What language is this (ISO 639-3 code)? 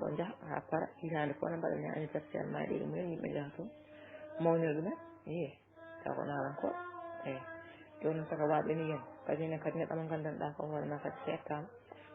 ful